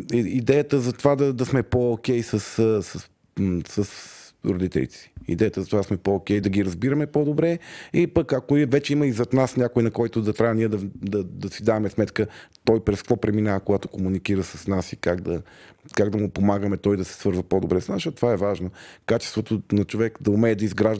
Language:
Bulgarian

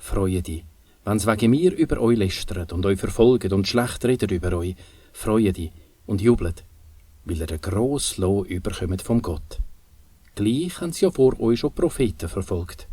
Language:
Swiss German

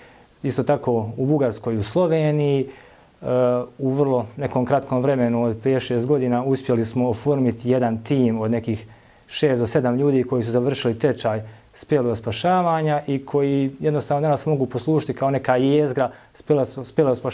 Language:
Bosnian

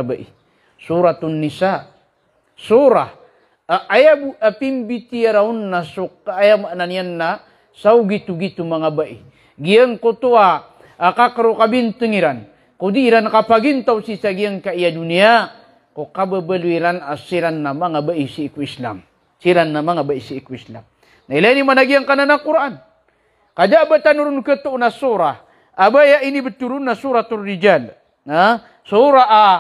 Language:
Maranao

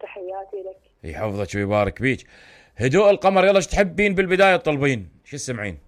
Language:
Mesopotamian Arabic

